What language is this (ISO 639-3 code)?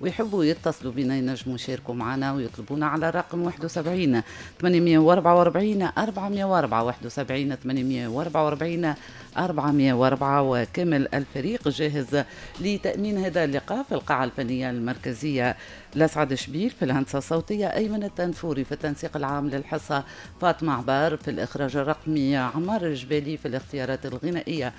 aeb